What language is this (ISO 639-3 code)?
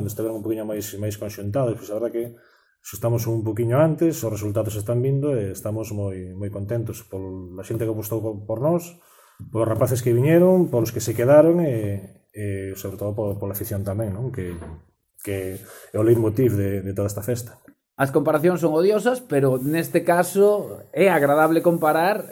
glg